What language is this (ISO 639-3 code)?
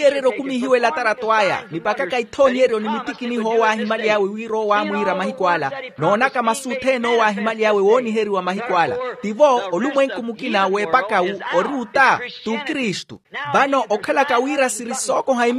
vmw